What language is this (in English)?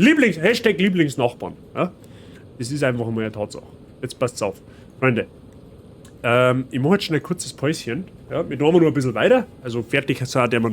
Bavarian